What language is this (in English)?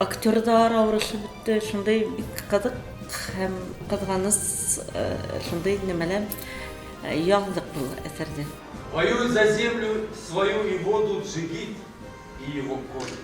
Bashkir